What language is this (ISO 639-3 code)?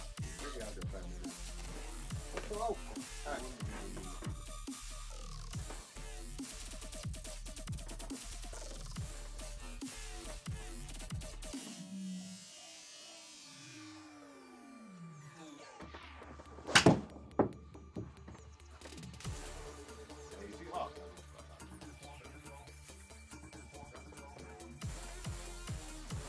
fin